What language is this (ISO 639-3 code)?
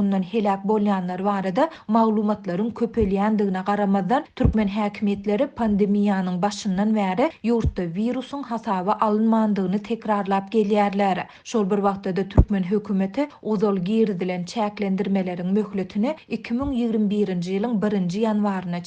tuk